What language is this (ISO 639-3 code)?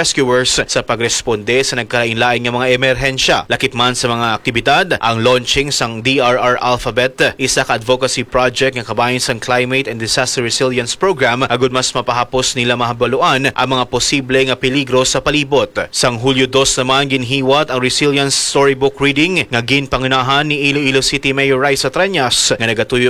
hil